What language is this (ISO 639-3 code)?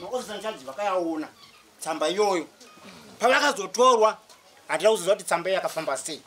sna